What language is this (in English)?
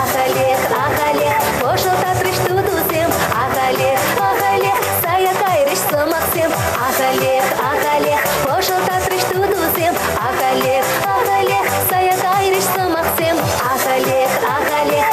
Chuvash